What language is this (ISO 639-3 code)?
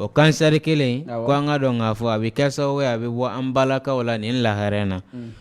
bam